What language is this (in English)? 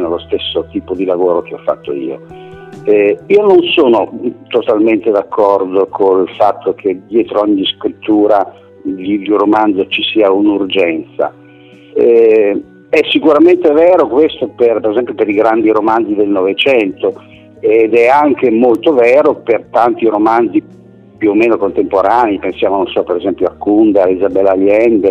Italian